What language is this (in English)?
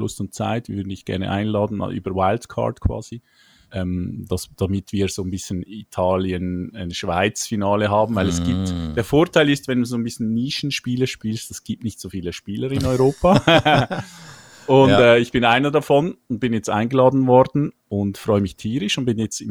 German